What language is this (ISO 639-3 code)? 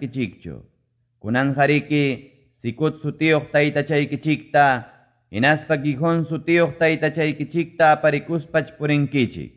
que